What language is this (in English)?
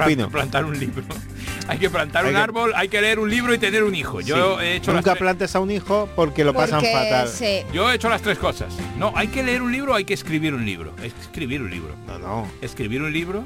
Spanish